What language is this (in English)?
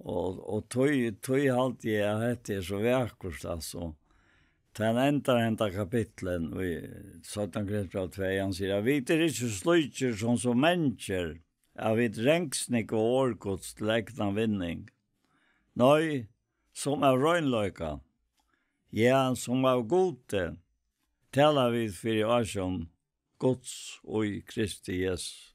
Faroese